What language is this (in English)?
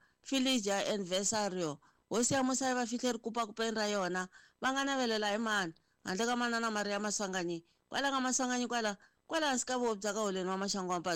Tsonga